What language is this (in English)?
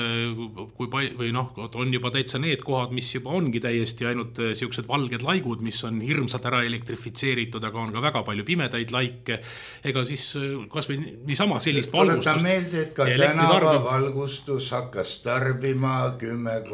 Estonian